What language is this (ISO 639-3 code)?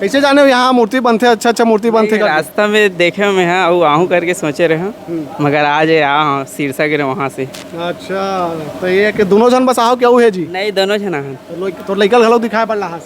hne